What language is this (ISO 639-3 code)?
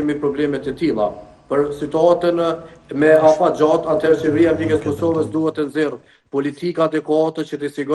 sqi